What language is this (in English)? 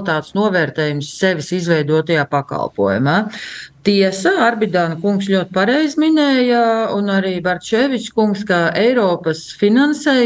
Latvian